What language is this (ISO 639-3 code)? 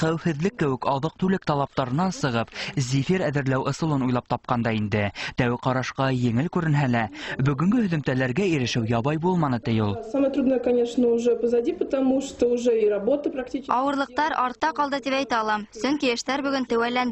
bak